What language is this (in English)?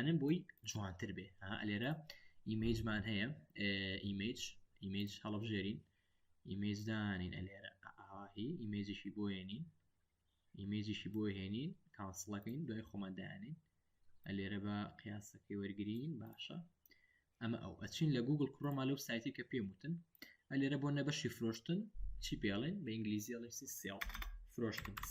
Central Kurdish